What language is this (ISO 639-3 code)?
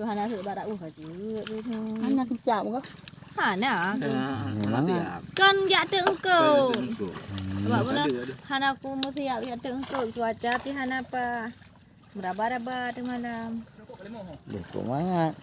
ace